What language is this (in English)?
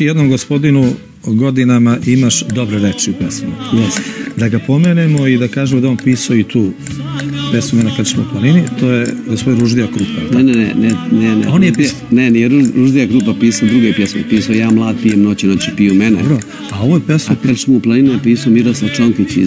Serbian